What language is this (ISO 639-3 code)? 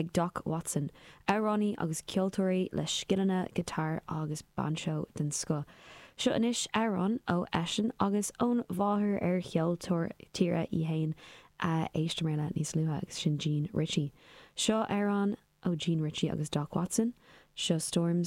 gle